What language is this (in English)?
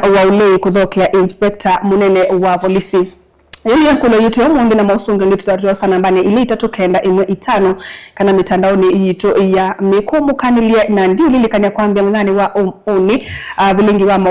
Kamba